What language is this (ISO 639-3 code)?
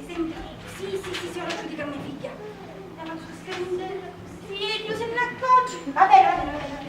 scn